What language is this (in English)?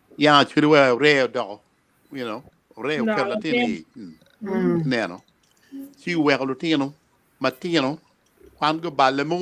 Acoli